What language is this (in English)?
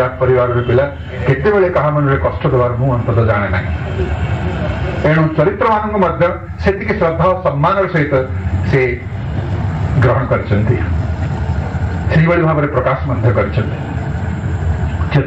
Odia